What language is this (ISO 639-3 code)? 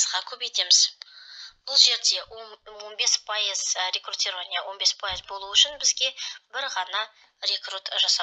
kaz